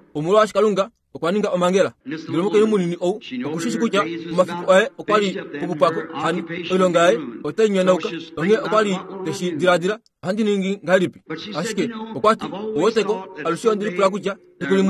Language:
Kuanyama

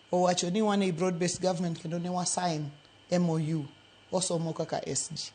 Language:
Luo (Kenya and Tanzania)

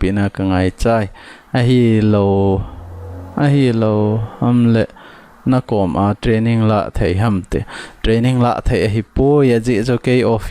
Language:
Thado Chin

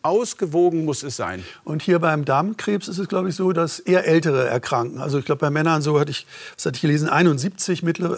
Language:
German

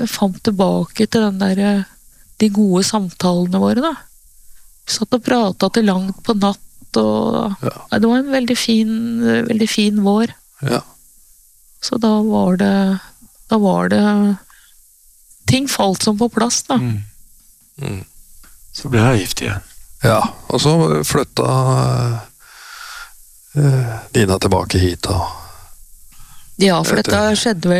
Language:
Norwegian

